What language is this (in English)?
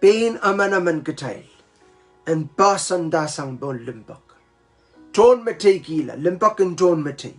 Pohnpeian